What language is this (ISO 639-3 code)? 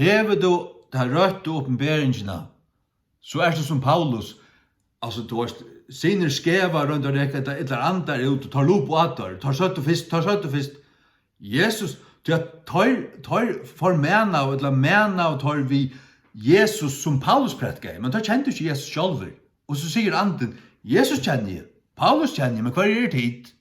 fao